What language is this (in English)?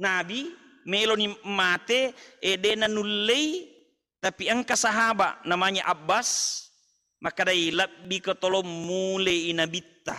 Buginese